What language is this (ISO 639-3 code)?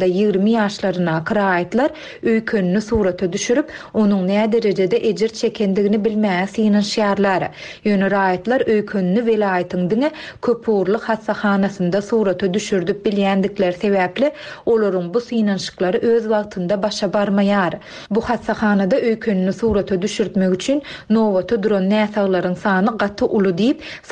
tuk